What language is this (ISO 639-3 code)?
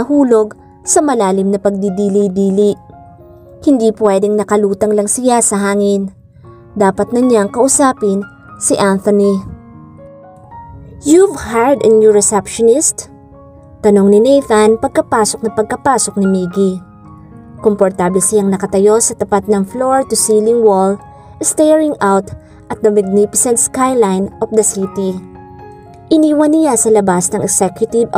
fil